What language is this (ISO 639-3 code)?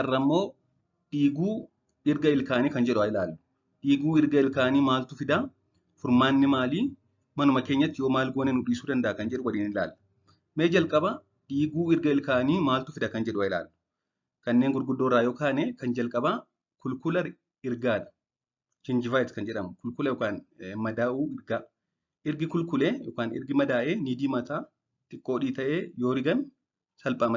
orm